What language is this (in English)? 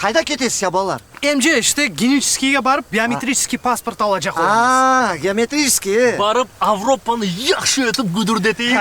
Crimean Tatar